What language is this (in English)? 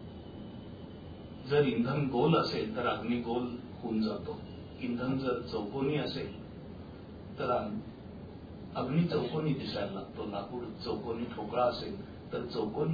Marathi